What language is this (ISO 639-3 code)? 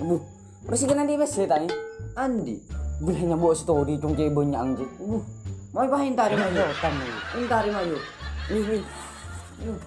mad